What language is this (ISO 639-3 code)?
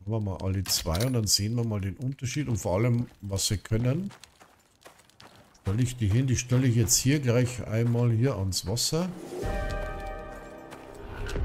deu